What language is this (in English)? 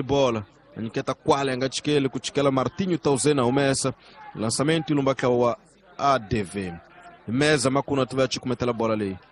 Tsonga